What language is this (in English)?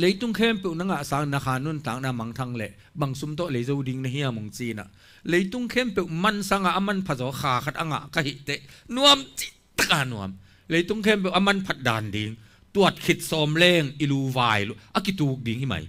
Tedim Chin